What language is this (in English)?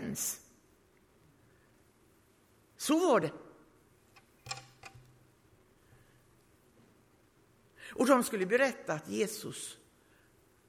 Swedish